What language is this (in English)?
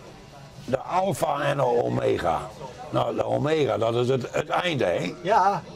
Western Frisian